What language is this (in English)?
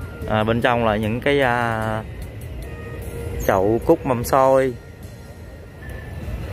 Vietnamese